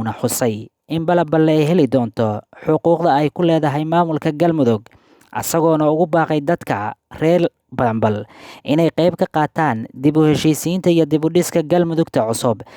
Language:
Somali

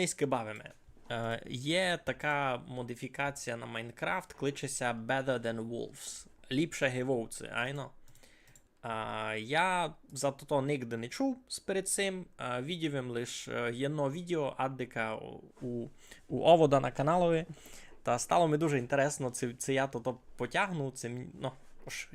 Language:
Rusyn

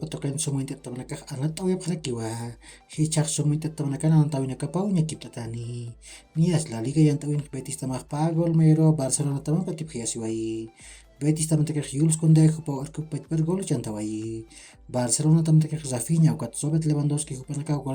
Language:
Aymara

